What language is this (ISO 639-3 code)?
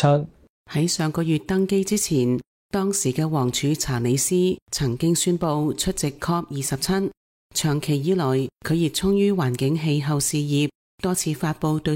yue